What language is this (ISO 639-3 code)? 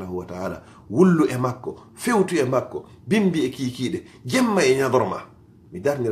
ful